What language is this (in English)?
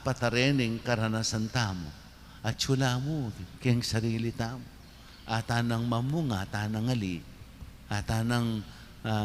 Pampanga